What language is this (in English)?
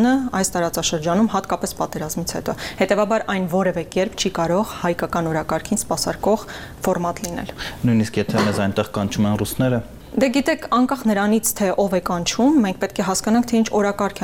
Armenian